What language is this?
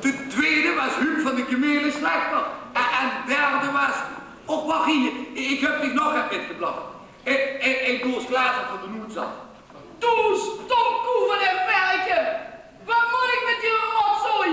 Limburgish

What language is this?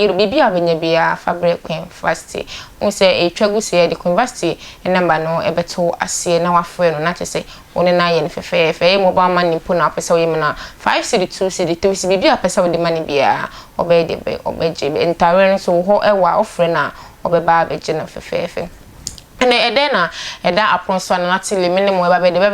Akan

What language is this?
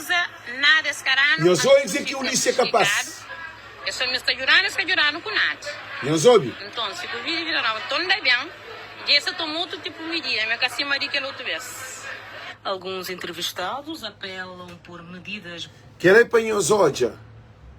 Kabuverdianu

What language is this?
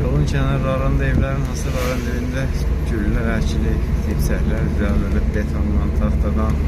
Azerbaijani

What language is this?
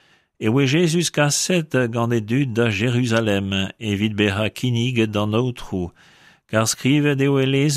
Breton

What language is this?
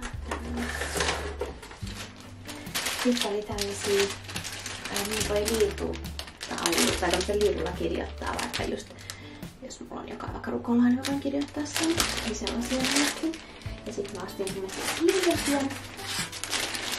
Finnish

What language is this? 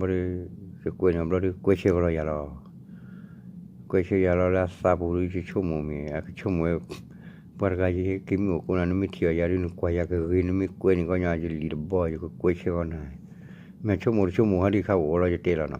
S'gaw Karen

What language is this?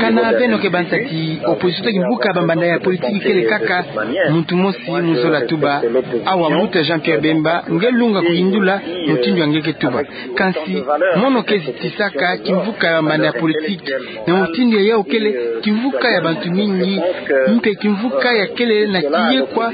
Kituba (Democratic Republic of Congo)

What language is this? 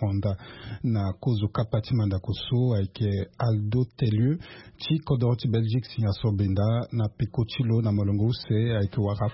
Sango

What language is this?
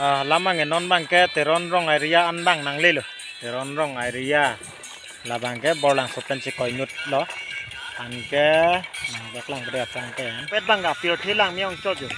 Karbi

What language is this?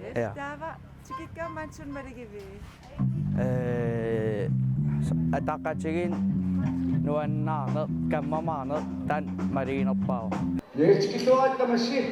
Kalaallisut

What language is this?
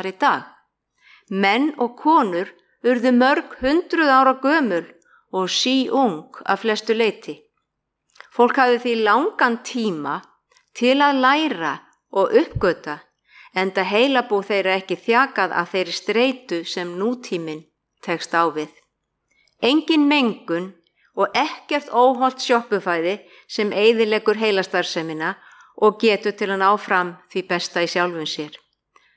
Icelandic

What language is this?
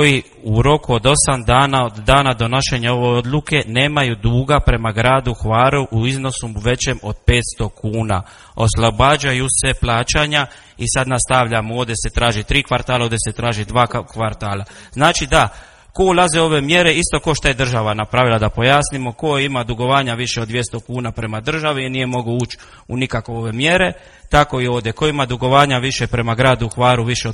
Croatian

